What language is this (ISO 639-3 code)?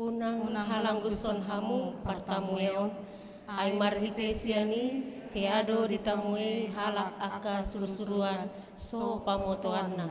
bbc